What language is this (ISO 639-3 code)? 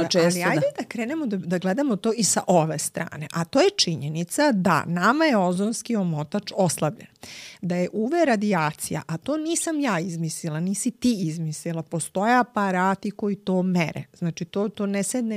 srp